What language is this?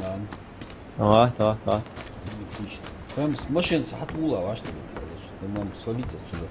Ingush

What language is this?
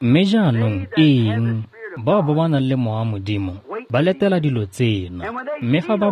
Tswana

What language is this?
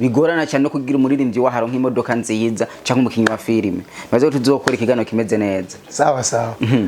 Rundi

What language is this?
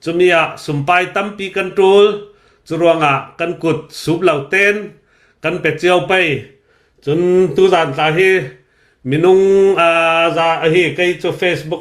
Hakha Chin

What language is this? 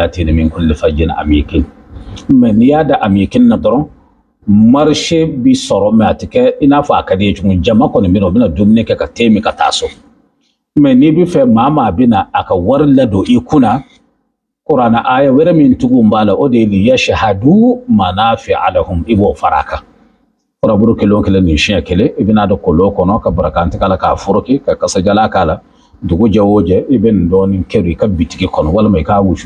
Bambara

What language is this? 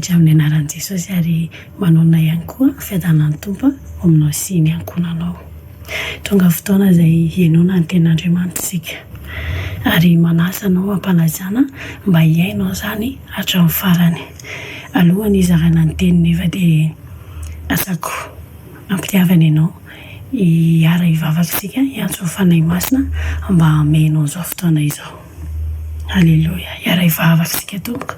Malagasy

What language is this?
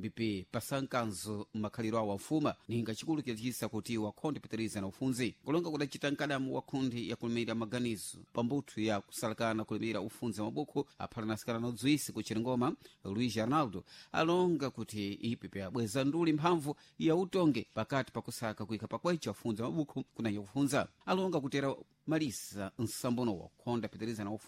Sena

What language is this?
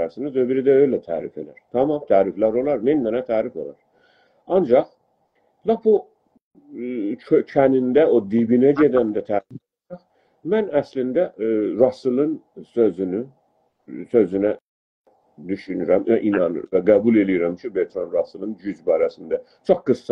South Azerbaijani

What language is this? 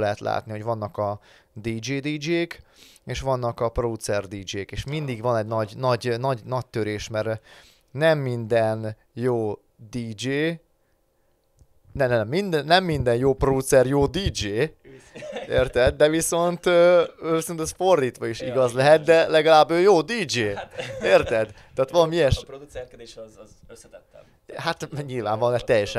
Hungarian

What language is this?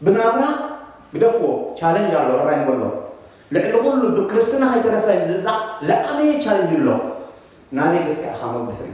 Tigrinya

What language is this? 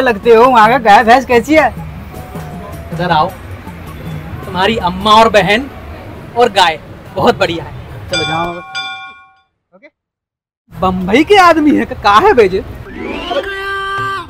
Hindi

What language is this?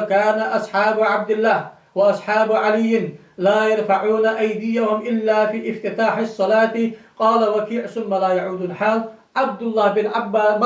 Ingush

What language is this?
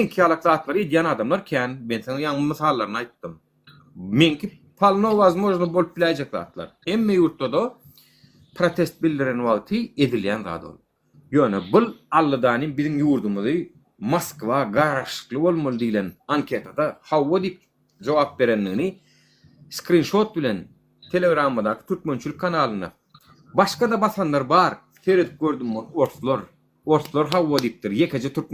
Turkmen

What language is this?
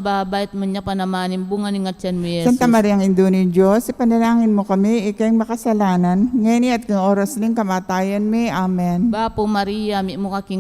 Pampanga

